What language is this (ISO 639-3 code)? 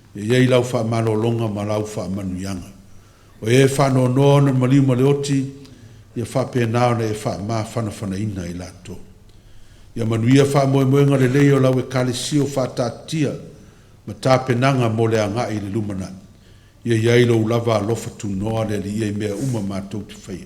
smo